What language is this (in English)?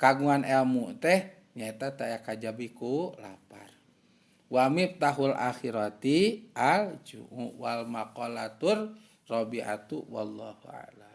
Sundanese